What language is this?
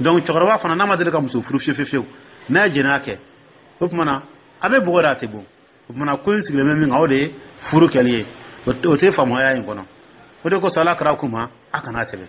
Dyula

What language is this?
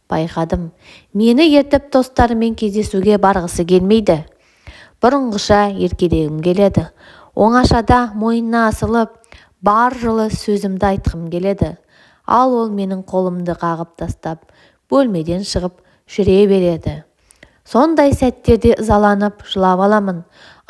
Kazakh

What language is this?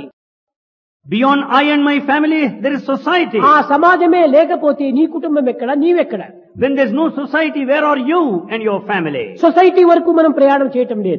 Telugu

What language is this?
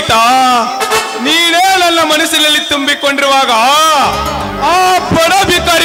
Kannada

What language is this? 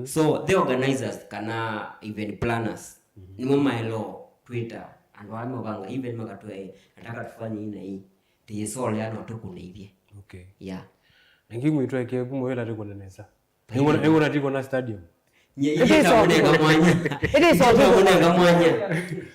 Kamba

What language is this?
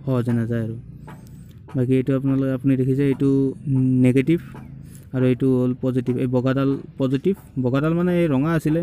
Assamese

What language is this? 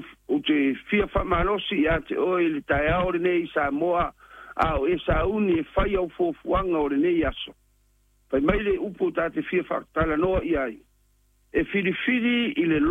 Samoan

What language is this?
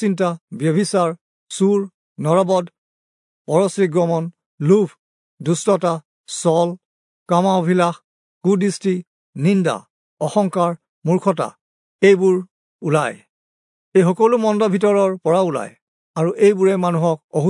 Assamese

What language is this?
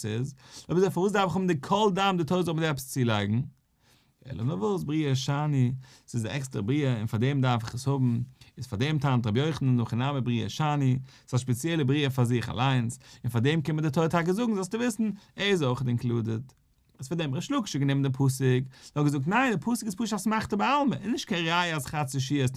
Yiddish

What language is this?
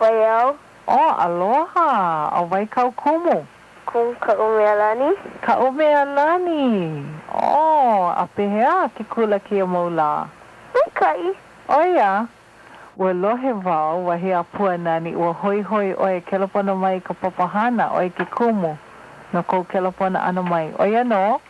Hawaiian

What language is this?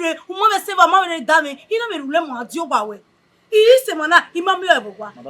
Bini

